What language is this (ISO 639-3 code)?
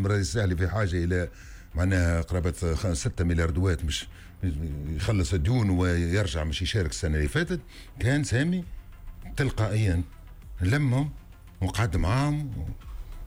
aeb